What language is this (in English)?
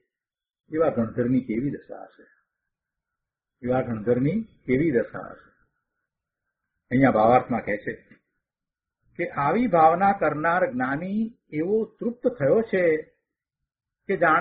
Gujarati